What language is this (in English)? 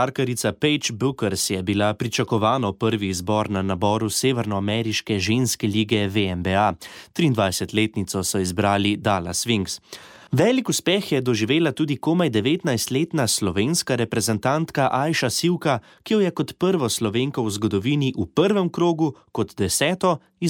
Slovenian